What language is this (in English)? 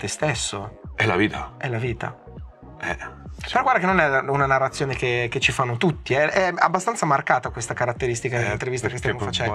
Italian